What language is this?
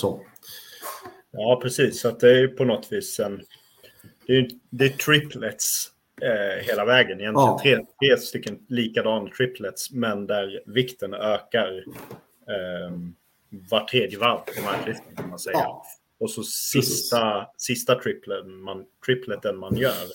Swedish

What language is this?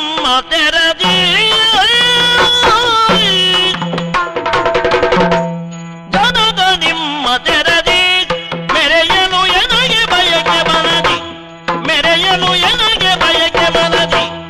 Kannada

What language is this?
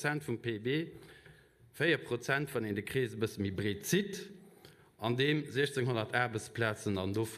Luxembourgish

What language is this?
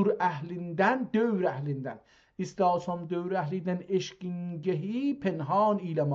South Azerbaijani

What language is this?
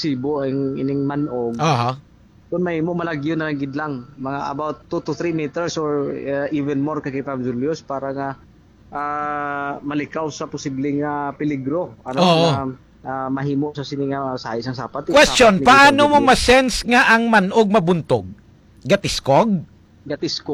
Hiligaynon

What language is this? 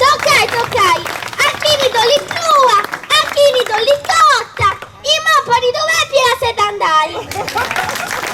Sardinian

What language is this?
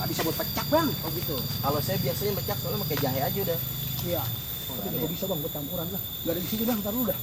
Betawi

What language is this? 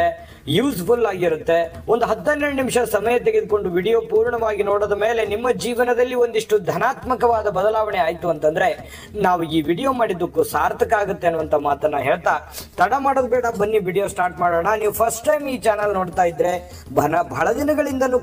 Kannada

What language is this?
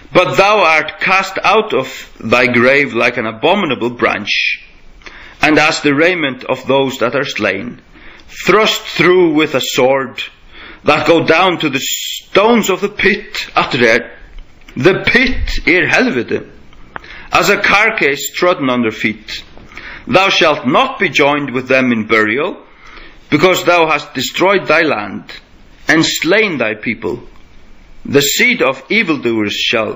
Faroese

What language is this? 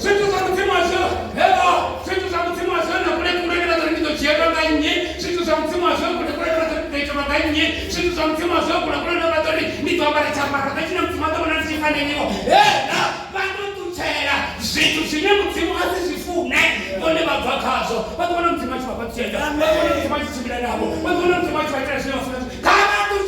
Venda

